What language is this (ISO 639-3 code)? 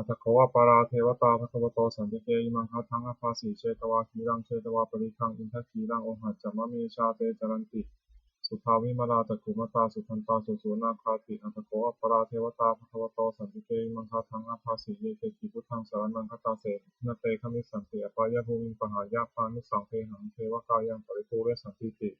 pli